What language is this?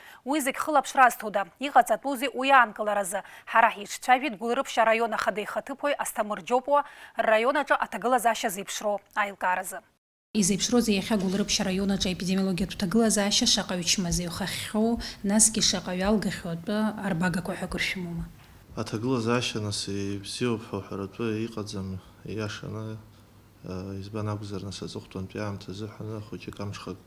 Abkhazian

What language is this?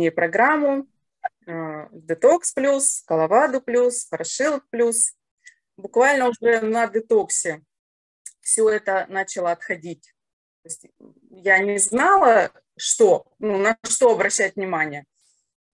Russian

